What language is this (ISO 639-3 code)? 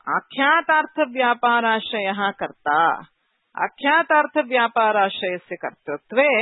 san